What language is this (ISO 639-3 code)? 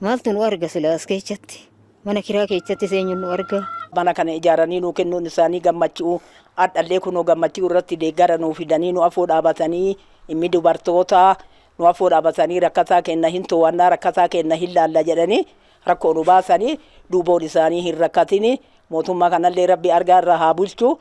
orm